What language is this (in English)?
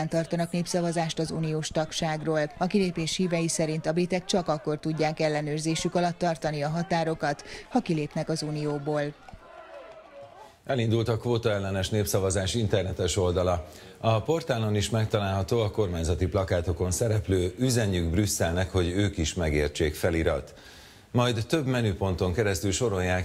Hungarian